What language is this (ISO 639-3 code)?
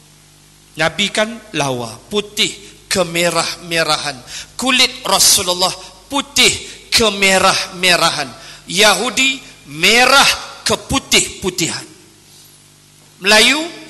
msa